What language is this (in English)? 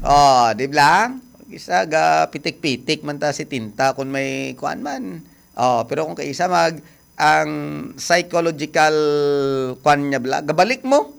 Hiligaynon